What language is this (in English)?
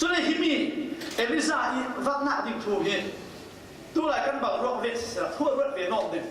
Falam Chin